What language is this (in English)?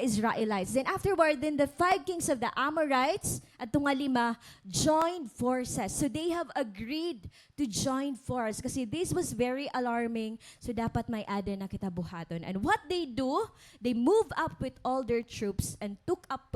Waray